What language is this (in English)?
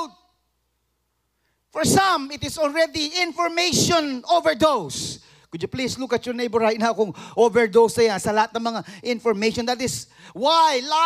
English